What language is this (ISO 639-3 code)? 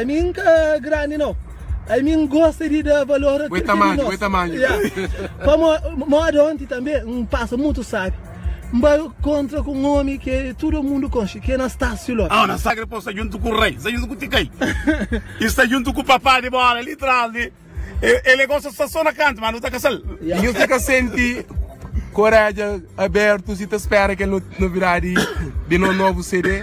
kea